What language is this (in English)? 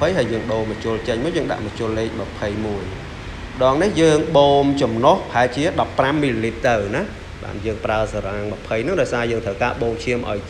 Khmer